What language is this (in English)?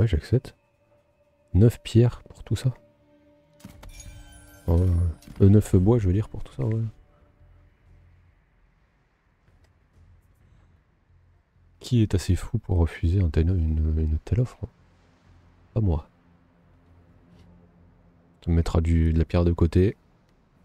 French